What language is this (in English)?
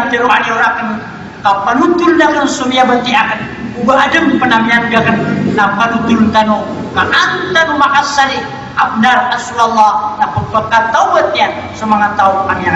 Maranao